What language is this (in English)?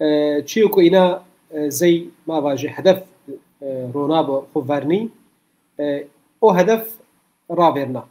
Zaza